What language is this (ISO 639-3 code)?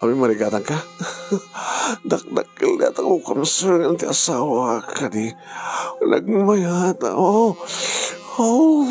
ilo